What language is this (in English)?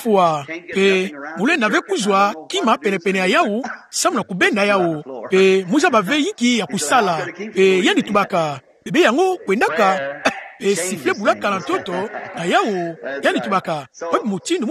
Kituba (Democratic Republic of Congo)